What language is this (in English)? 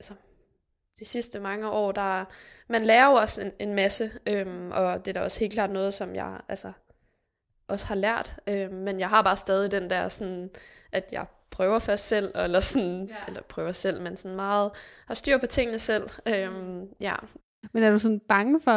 Danish